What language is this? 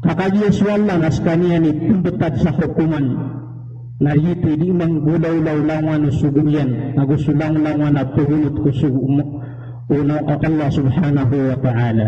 Maranao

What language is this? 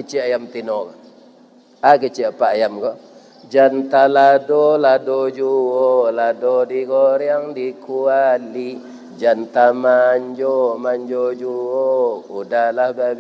Minangkabau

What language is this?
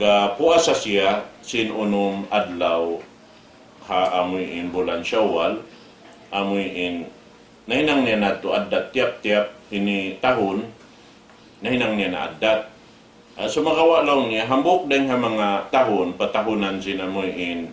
Tausug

